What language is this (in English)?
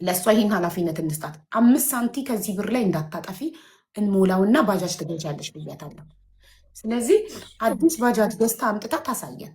Amharic